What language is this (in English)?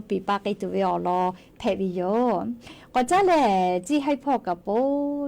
Lahu